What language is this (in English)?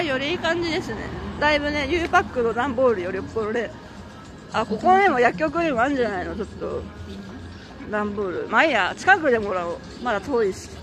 Japanese